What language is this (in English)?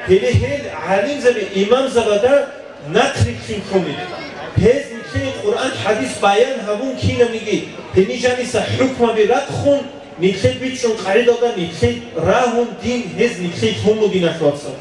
Avaric